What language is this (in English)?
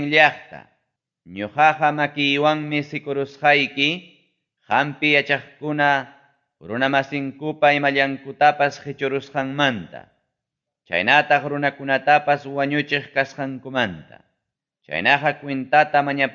Ayacucho Quechua